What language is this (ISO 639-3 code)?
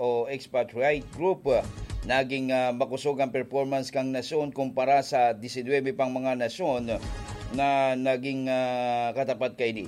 bik